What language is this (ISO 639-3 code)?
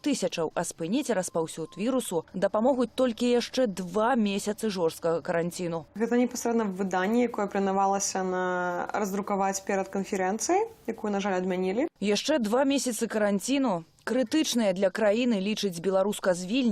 bel